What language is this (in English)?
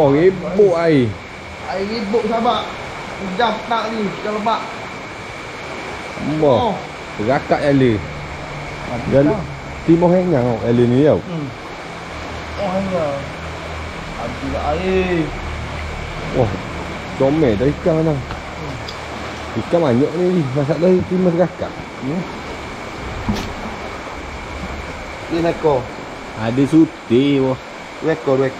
Malay